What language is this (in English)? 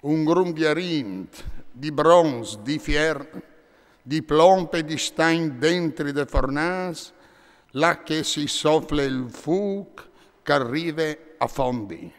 Friulian